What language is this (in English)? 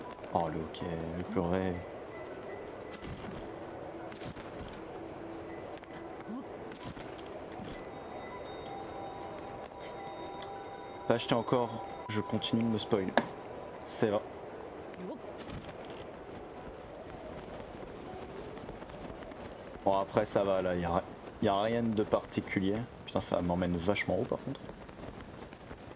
French